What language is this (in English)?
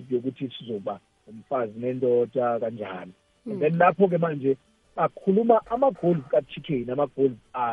South Ndebele